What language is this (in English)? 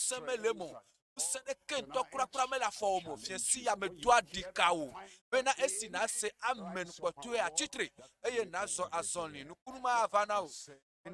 Ewe